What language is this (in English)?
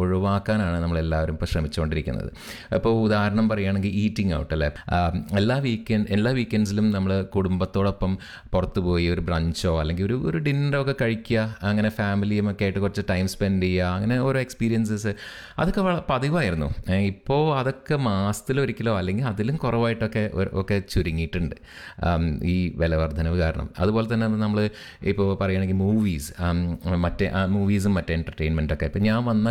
Malayalam